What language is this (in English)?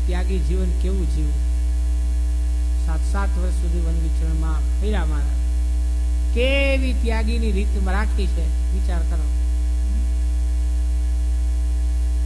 Gujarati